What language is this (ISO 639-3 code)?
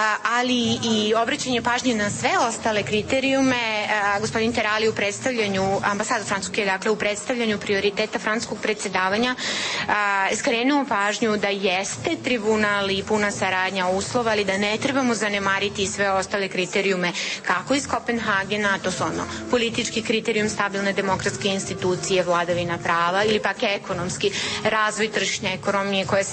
srp